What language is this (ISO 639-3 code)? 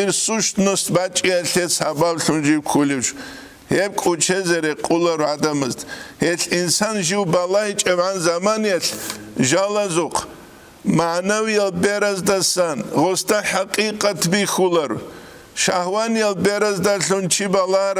ava